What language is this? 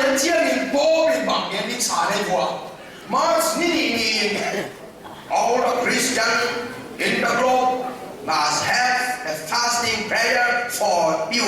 Tedim Chin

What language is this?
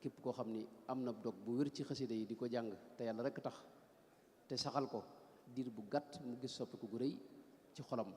Wolof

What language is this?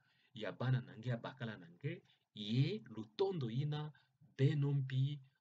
Kituba (Democratic Republic of Congo)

